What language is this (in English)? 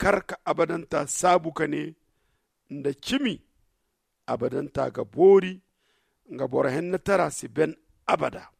Zarma